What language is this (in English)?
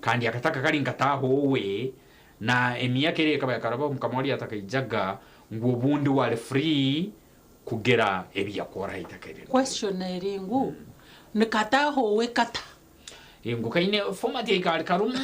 Nyankole